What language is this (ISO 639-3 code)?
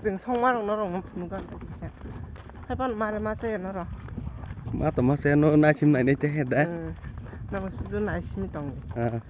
trp